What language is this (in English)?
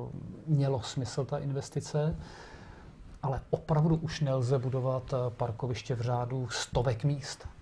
Czech